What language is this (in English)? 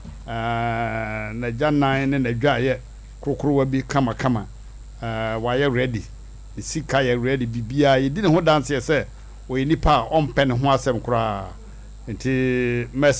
Akan